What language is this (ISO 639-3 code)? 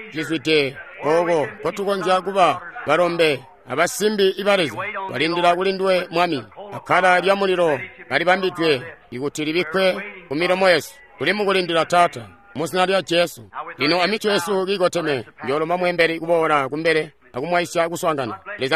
toi